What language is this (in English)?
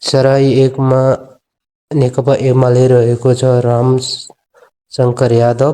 Nepali